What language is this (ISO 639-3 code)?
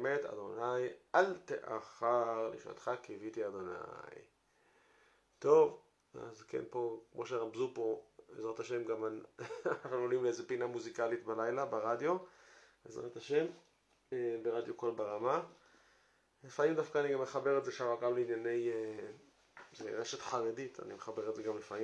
heb